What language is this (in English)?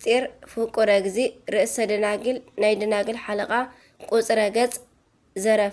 Tigrinya